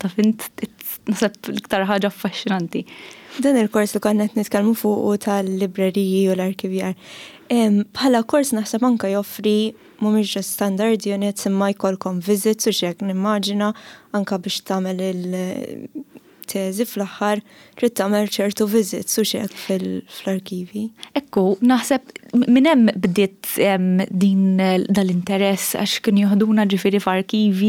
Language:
Maltese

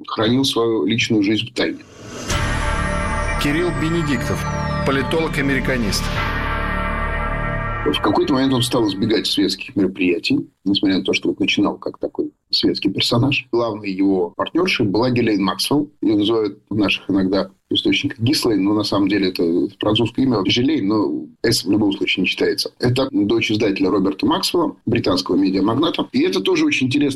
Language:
Russian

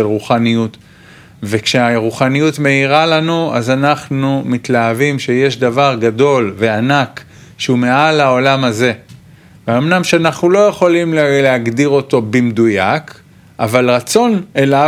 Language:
Hebrew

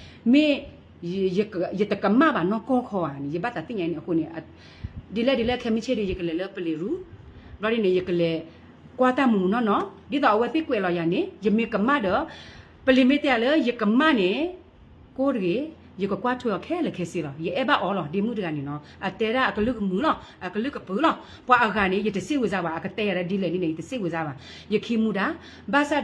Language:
S'gaw Karen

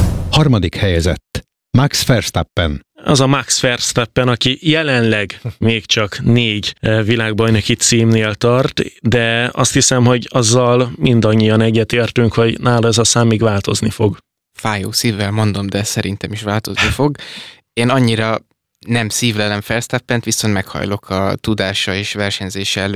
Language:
Hungarian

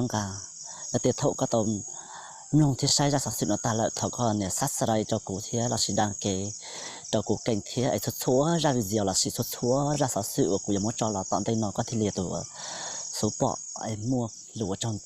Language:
Hmong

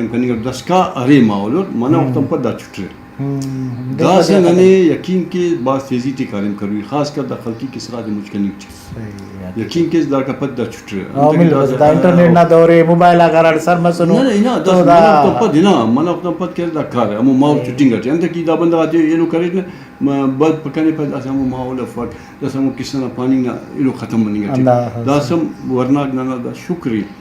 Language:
Brahui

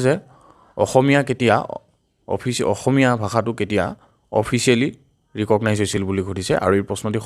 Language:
Assamese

